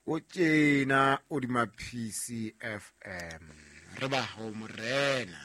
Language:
Southern Sotho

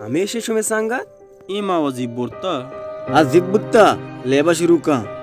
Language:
Baluchi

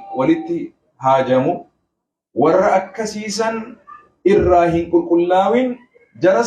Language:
Oromo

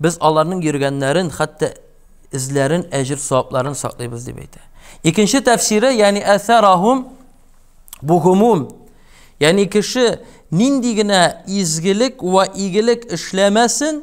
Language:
Tatar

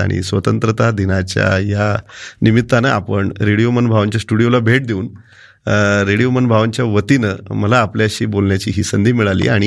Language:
Marathi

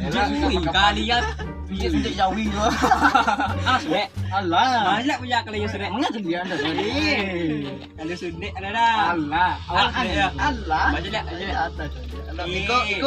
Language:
Minangkabau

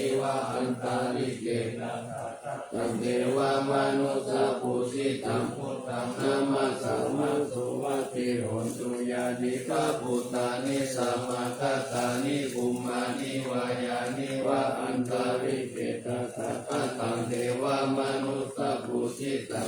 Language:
Pali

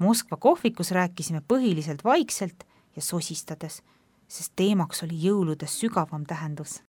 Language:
Estonian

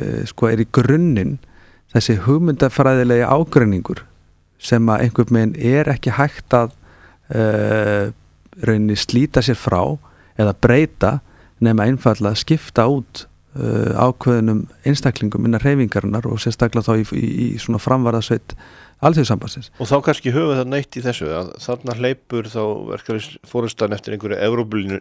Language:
Icelandic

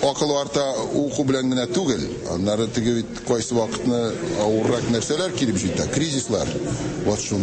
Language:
Tatar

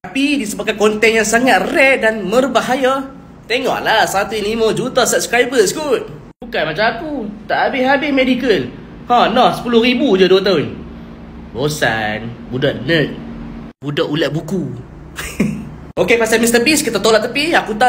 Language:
Malay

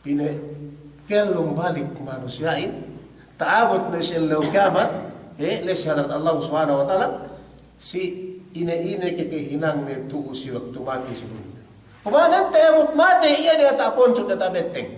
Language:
Yakan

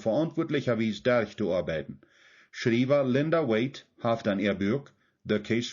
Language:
Plautdietsch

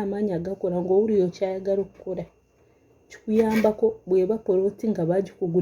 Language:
Ganda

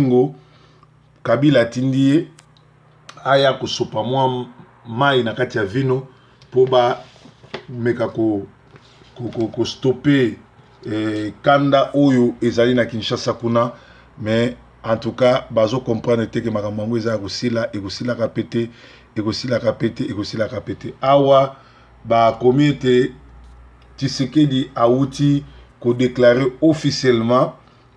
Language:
Lingala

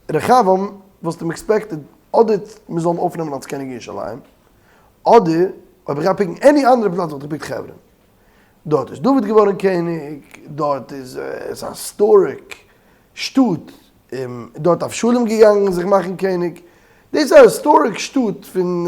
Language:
Yiddish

